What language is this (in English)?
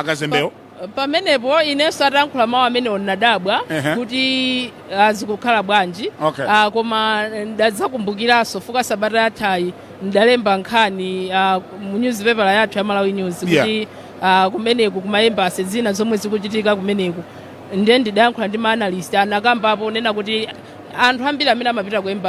Nyanja